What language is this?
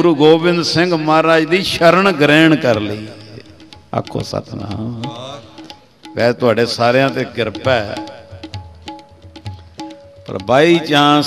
Punjabi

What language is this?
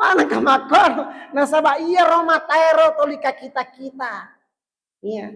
Buginese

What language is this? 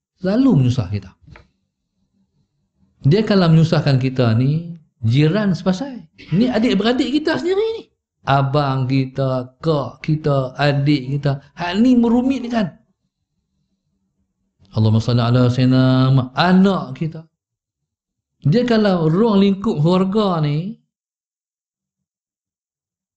Malay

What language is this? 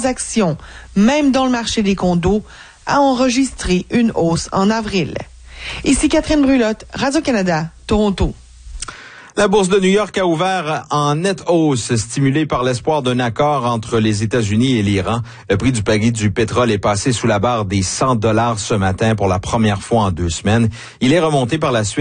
French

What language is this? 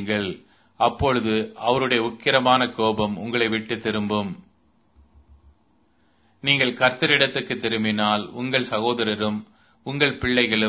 Tamil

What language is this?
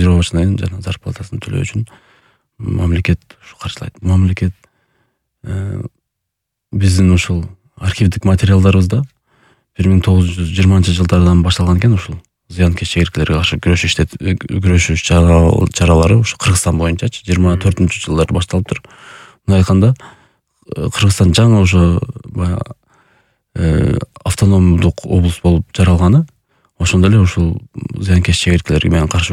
Kyrgyz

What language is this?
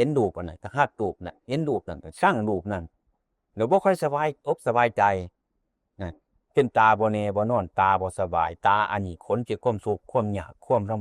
Northeastern Thai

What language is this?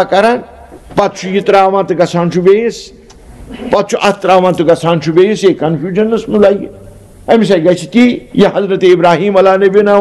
Kashmiri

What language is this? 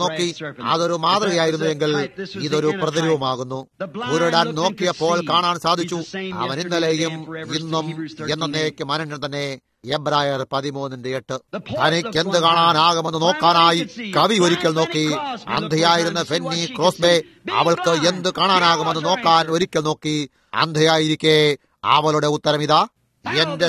Malayalam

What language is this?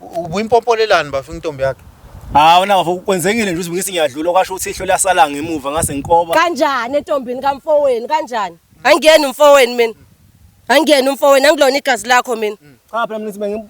Zulu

